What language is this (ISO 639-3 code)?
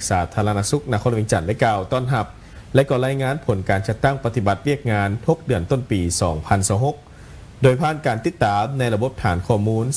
lao